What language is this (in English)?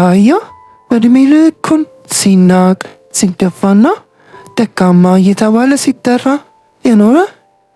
Amharic